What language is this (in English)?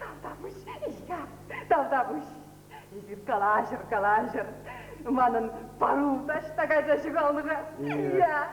Chuvash